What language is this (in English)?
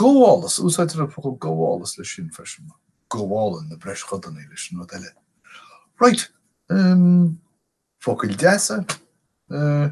Irish